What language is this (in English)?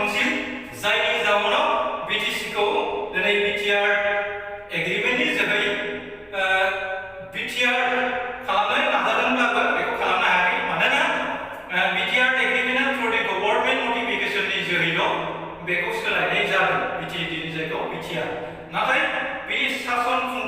Bodo